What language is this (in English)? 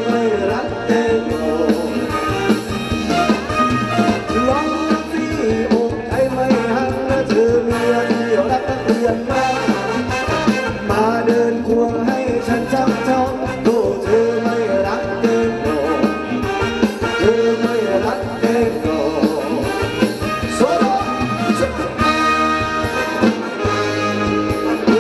Thai